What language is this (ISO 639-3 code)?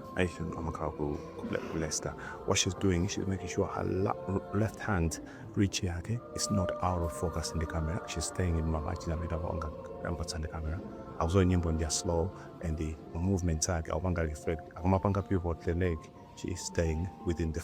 nya